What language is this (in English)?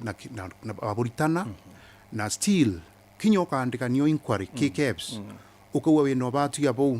Meru